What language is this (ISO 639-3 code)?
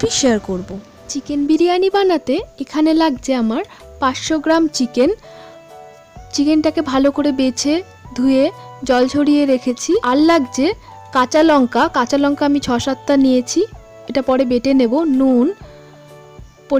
ben